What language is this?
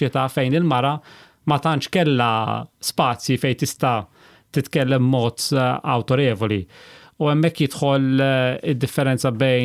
Maltese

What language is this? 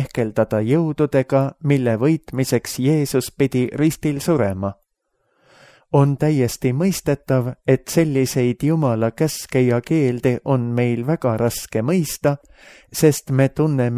Estonian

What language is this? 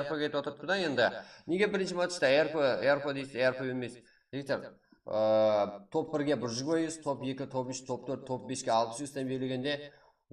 Kara-Kalpak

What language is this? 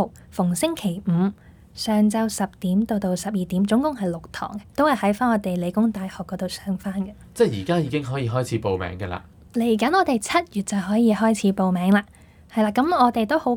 Cantonese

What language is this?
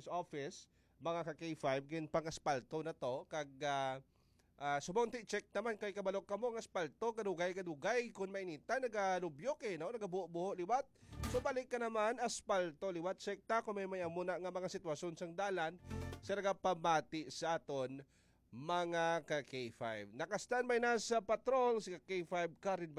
Hiligaynon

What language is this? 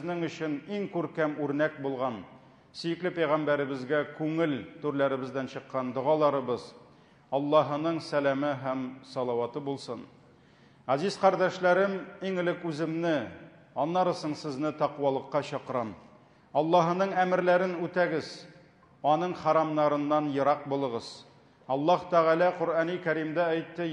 Tatar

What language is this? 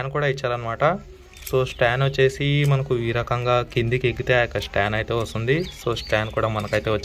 Telugu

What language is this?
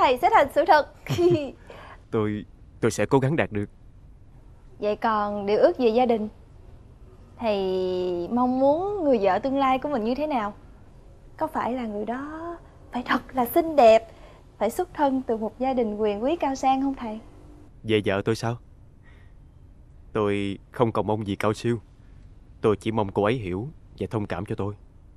Vietnamese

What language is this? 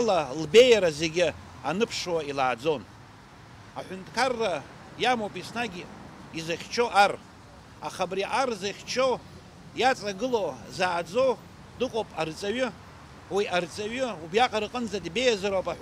Abkhazian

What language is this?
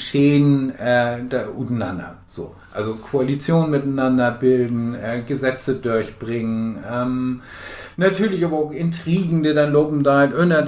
Low German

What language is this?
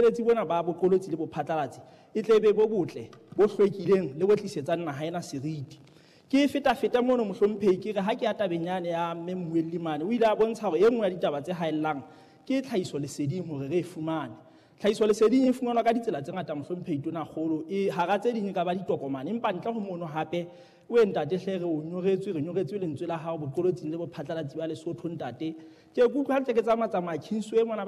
Southern Sotho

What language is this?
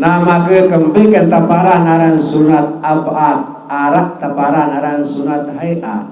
Sasak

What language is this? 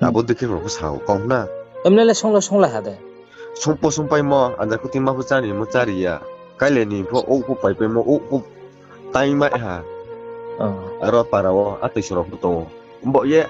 Riang (India)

